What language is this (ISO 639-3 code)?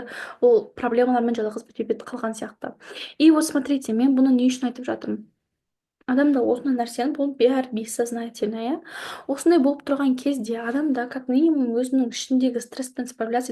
kaz